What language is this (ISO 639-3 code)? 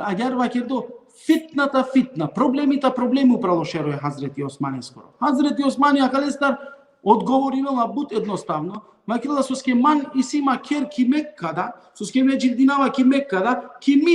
rmn